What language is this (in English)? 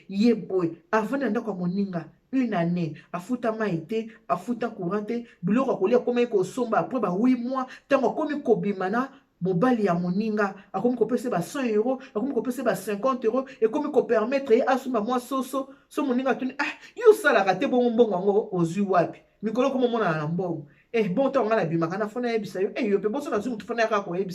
Lingala